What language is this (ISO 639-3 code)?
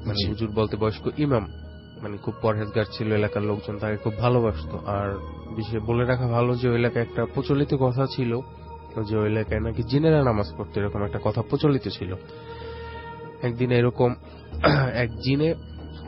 ben